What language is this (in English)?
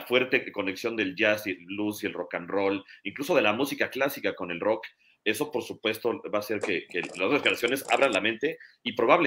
Spanish